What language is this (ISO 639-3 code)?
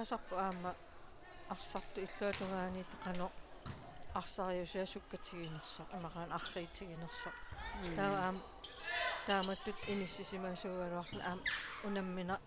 kal